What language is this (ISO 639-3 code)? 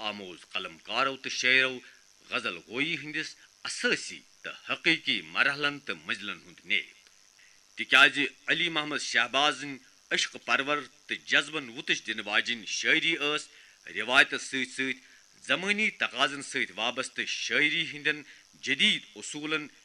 kas